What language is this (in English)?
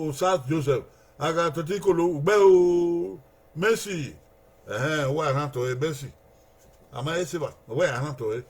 Bini